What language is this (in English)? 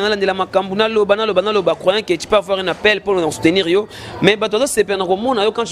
Lingala